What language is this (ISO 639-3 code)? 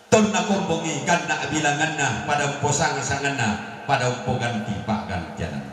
sda